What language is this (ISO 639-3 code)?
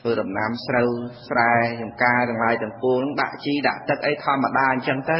khm